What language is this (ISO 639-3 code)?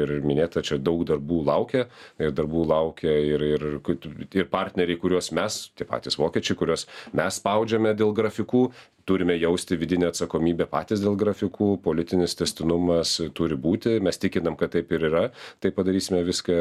lit